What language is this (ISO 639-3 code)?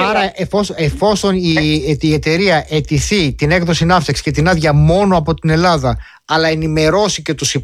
ell